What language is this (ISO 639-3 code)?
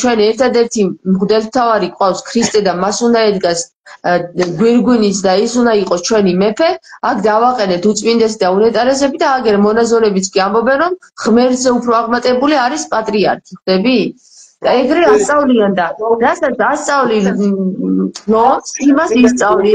kat